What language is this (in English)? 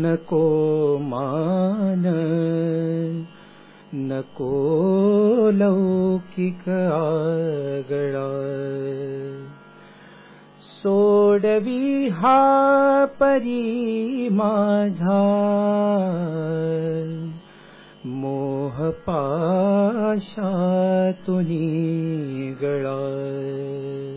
Marathi